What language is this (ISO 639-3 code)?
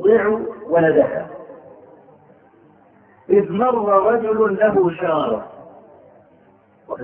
ara